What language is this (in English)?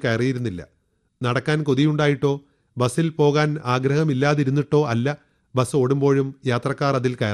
Malayalam